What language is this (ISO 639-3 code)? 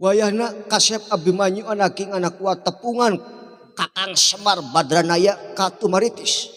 sun